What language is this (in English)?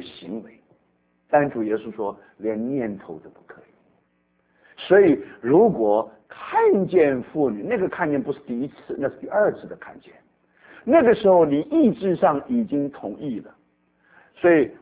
Chinese